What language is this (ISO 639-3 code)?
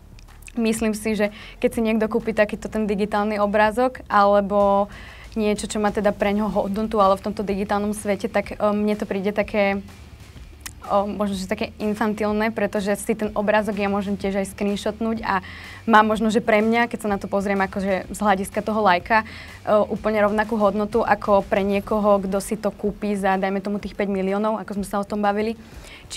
slk